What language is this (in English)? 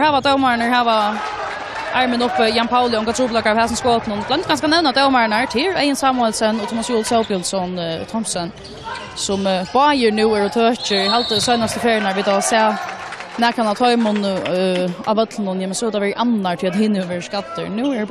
Faroese